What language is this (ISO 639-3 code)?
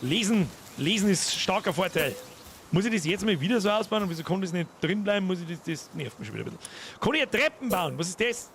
bar